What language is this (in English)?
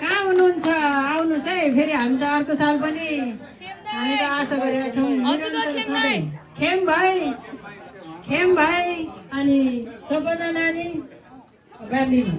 Nepali